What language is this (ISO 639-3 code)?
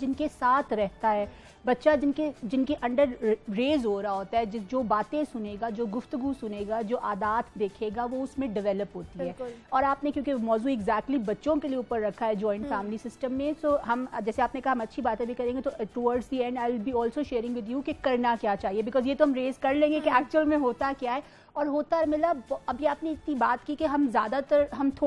urd